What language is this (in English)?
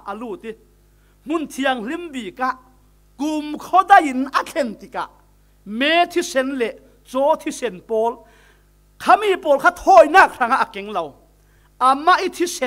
Falam Chin